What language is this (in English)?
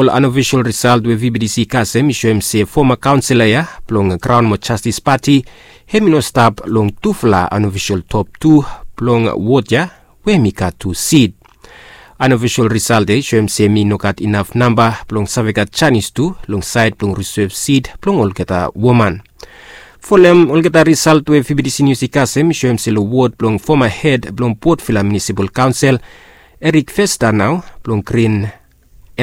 Bislama